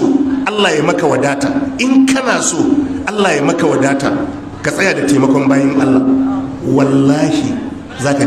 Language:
Hausa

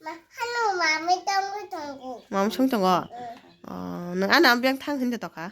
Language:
Kok Borok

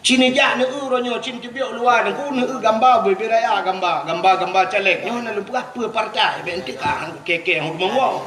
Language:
Achinese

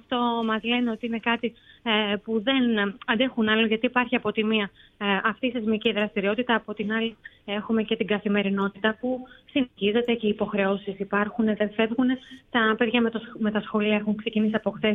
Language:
Greek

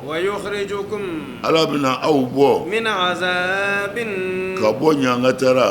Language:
Bambara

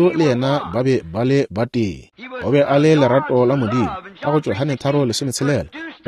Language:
Northern Sotho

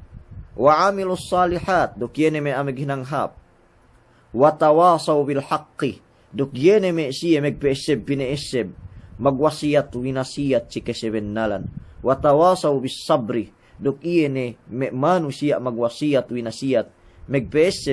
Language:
Yakan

